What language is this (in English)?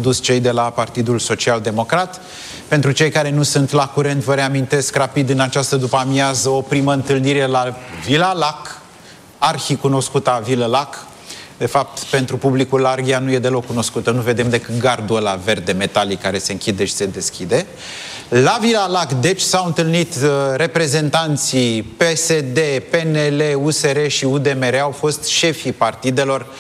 Romanian